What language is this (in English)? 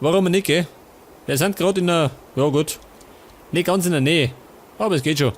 Bavarian